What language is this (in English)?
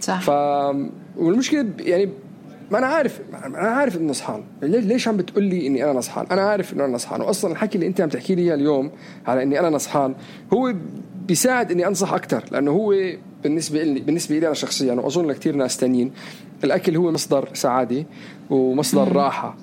North Levantine Arabic